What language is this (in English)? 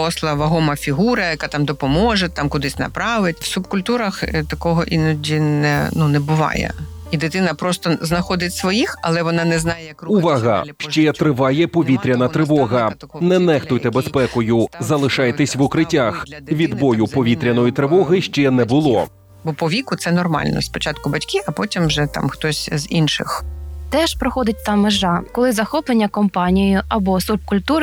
Ukrainian